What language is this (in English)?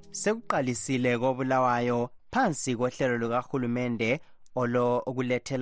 North Ndebele